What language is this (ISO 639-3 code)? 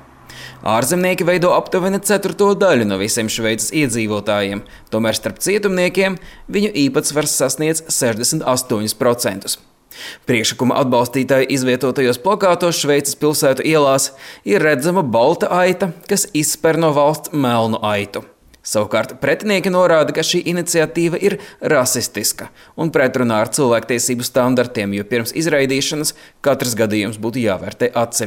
lav